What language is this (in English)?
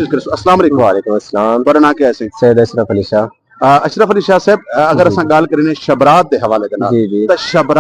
Saraiki